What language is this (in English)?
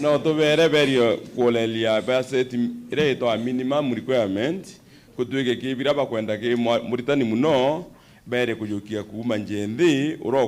Meru